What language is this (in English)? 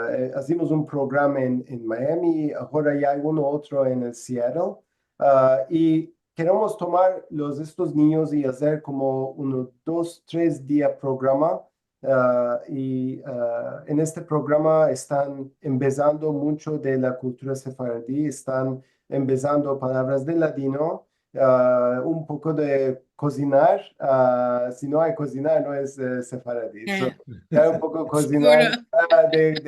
Ladino